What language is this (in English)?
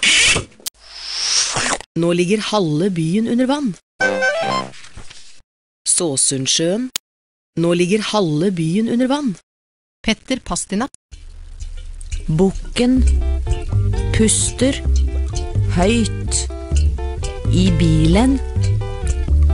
Norwegian